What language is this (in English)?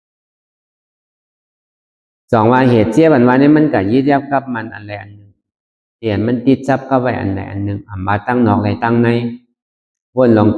Shan